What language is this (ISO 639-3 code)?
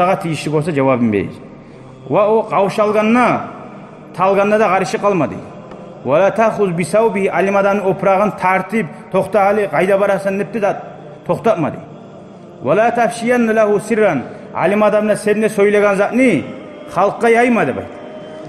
kum